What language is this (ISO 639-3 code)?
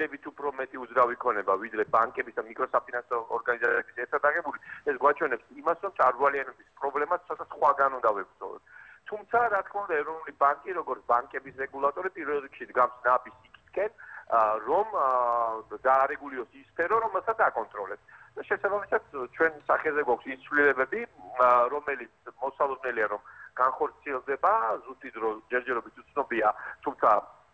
kat